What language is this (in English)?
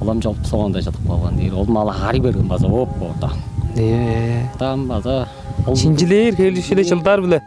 Tuvinian